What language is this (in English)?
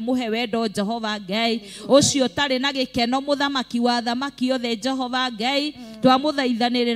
Kikuyu